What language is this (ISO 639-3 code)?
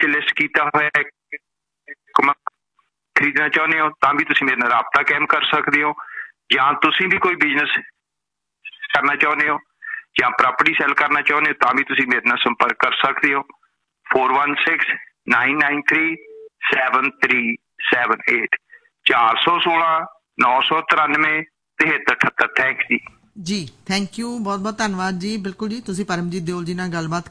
pan